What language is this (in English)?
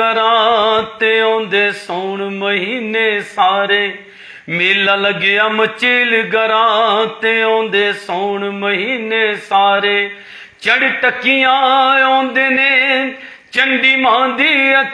Dogri